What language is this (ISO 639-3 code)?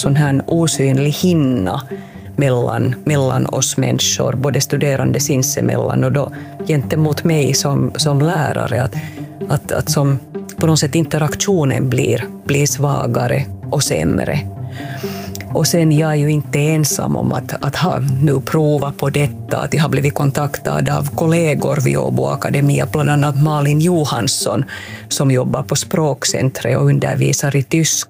swe